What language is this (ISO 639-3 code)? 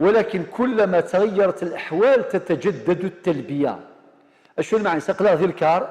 kab